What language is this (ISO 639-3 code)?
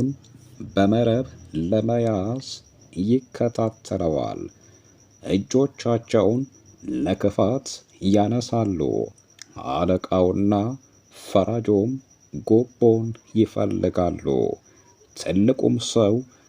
amh